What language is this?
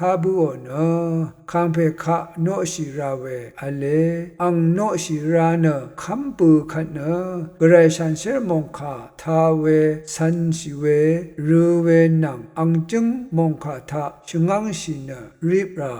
Rawang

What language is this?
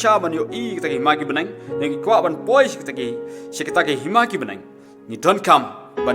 Khasi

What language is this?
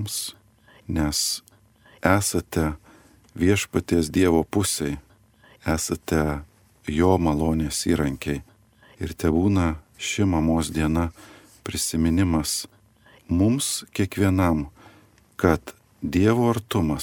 Lithuanian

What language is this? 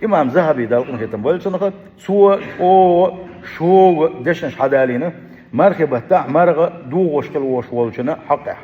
Chechen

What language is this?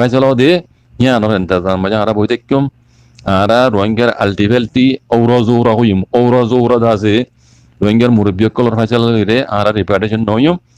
Rohingya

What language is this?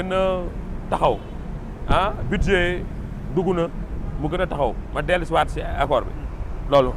Wolof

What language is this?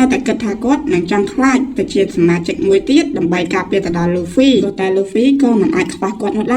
Khmer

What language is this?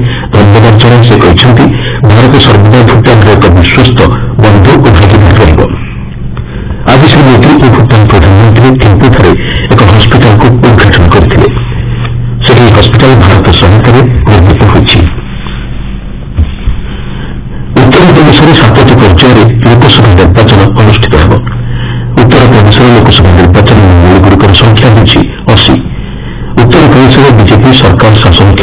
Odia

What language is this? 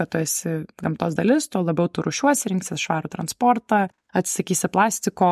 Lithuanian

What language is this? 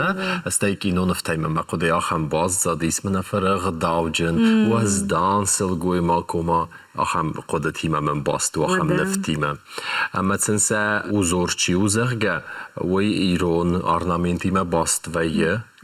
Ossetic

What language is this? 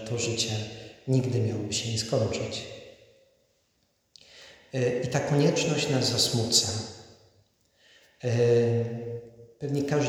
Polish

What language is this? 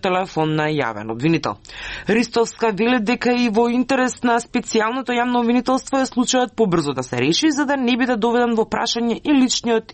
Macedonian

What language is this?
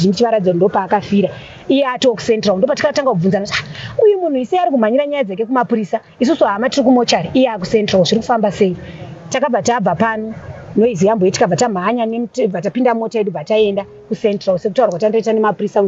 Shona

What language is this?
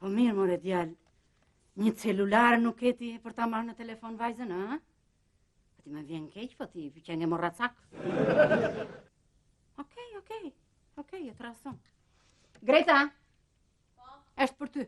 Albanian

